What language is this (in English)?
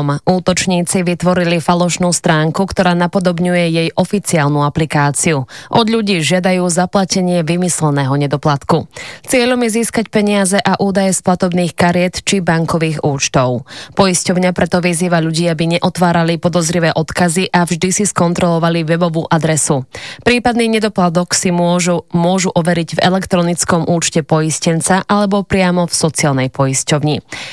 Slovak